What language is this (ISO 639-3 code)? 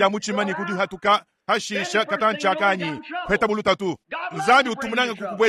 lua